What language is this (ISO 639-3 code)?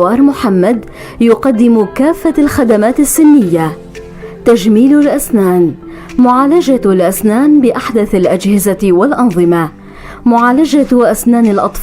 apc